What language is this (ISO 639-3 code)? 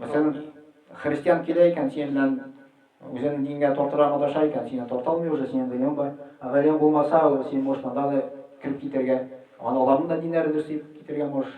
tat